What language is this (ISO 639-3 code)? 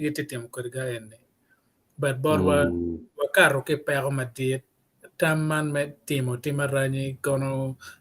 ach